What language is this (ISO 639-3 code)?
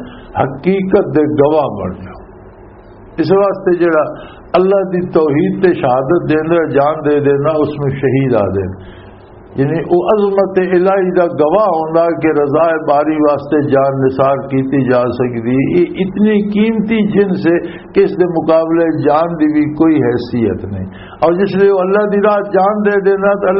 lah